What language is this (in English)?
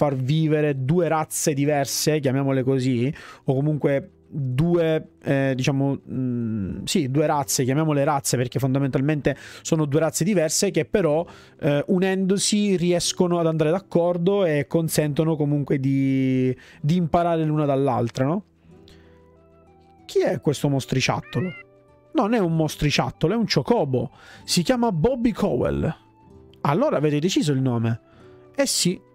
Italian